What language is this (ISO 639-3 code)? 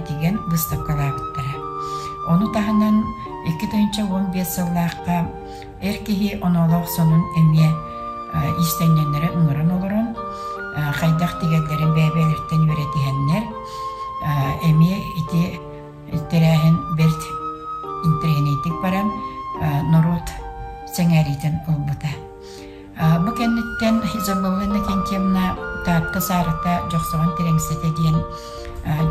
sah